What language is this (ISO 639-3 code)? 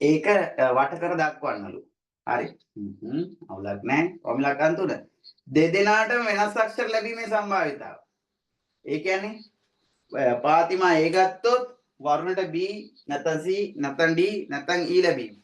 sin